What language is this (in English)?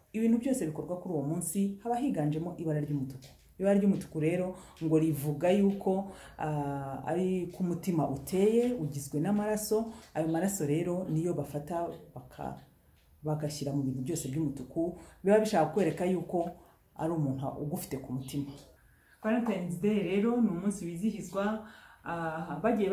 Kinyarwanda